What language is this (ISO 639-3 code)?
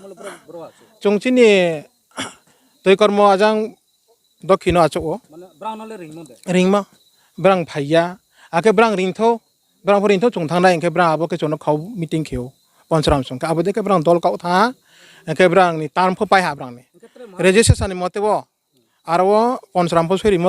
ria